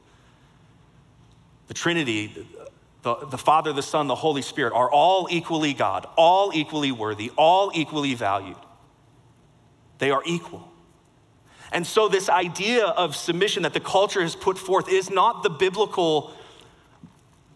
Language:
English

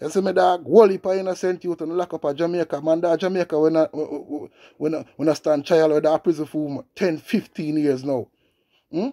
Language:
Jamaican Creole English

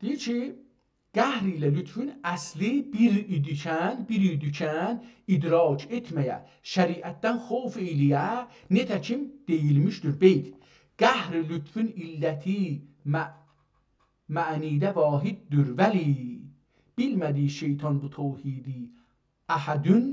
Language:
South Azerbaijani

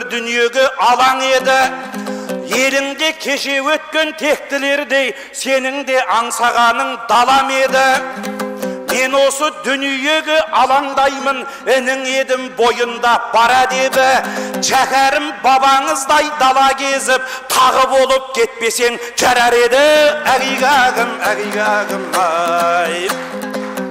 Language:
Kazakh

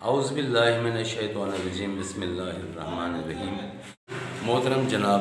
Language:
Saraiki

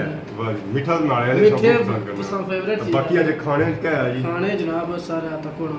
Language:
Pahari-Potwari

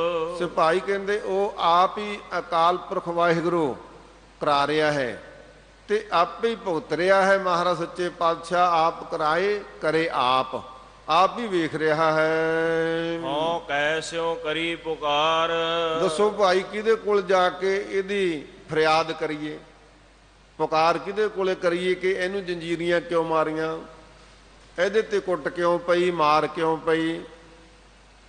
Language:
Punjabi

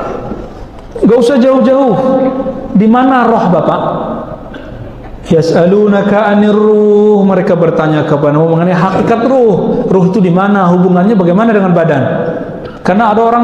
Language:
Indonesian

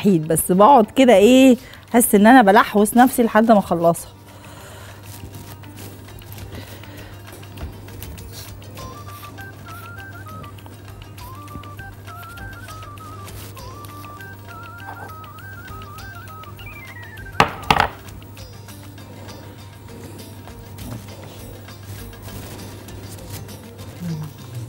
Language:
Egyptian Arabic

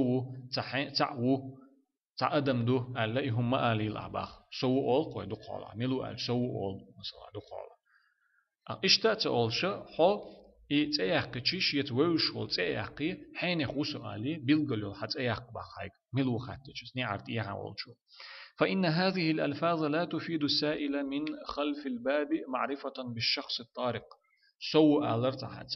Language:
Chechen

